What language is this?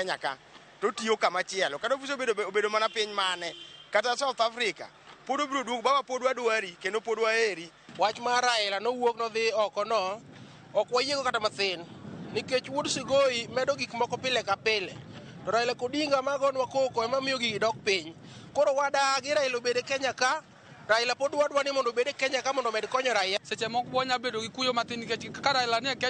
Luo (Kenya and Tanzania)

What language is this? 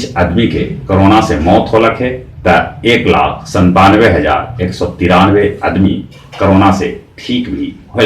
Magahi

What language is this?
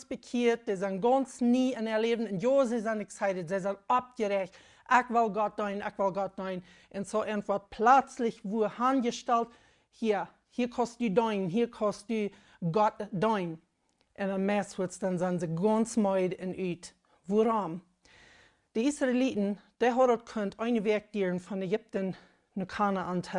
Plautdietsch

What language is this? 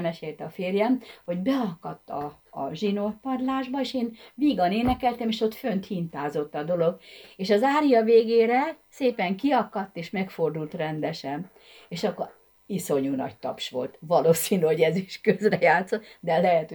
Hungarian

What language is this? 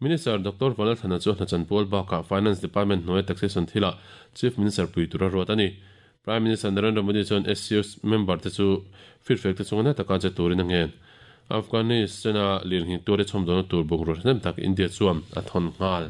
Mizo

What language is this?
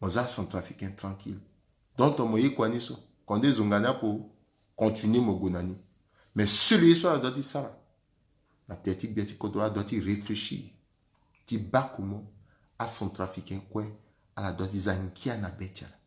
Sango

